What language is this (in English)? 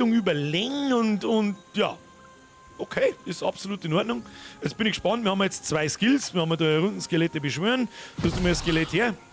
Bavarian